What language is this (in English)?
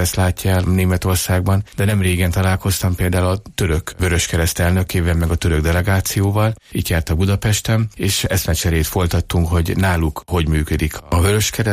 Hungarian